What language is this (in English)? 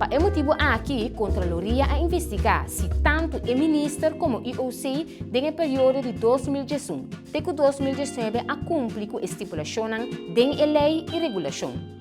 Papiamento